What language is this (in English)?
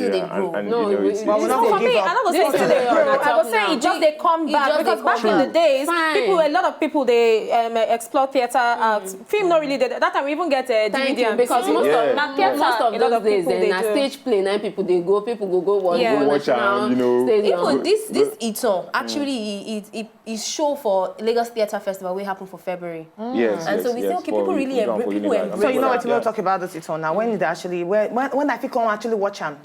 Nigerian Pidgin